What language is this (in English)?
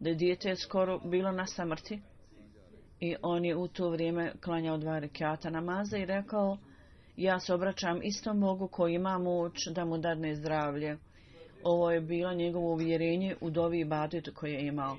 Bosnian